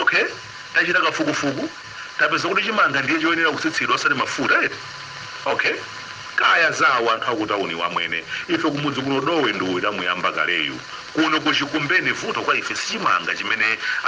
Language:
Nyanja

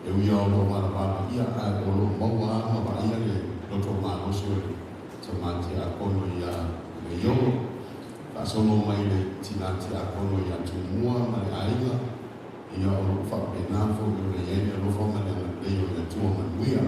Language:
Samoan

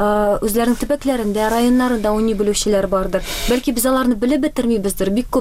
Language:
Tatar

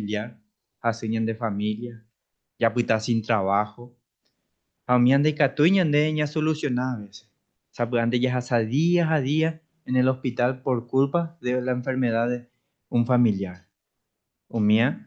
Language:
Guarani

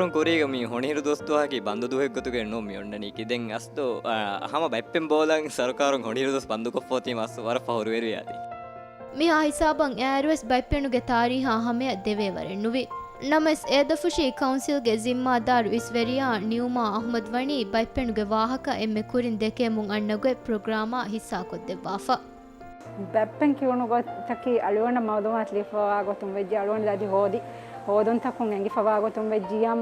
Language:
Divehi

